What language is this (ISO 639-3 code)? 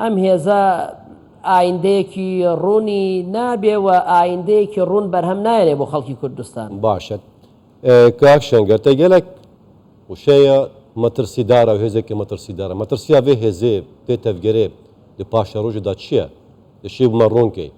ckb